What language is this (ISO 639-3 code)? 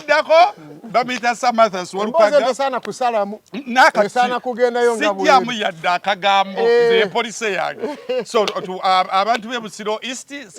lug